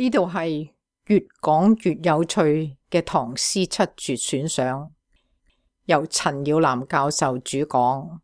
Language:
Cantonese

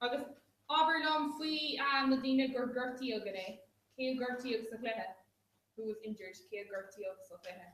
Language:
Irish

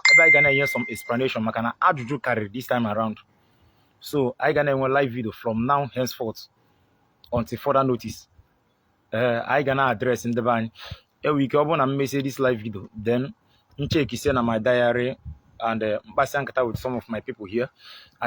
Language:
Igbo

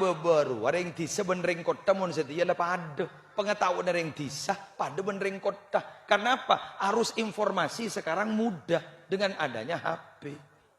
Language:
Madurese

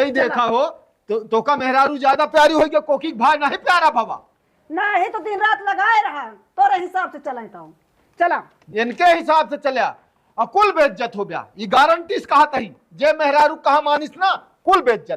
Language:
Awadhi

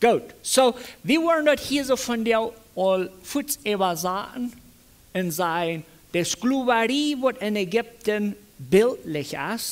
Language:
Plautdietsch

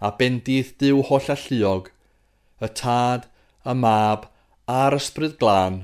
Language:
Welsh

